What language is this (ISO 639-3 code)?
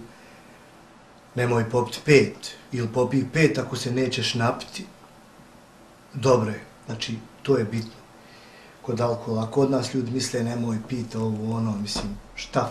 bos